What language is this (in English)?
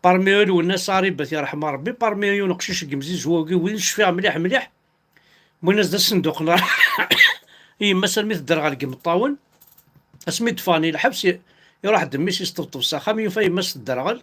Kabyle